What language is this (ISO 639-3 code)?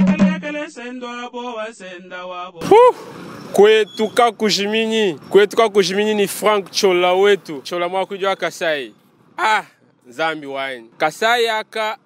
lua